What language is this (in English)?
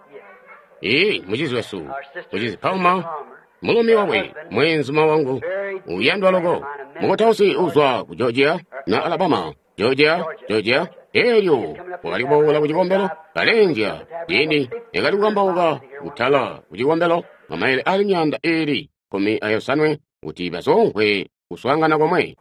Tonga (Zambia)